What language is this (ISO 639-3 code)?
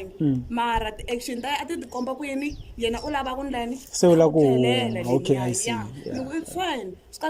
tso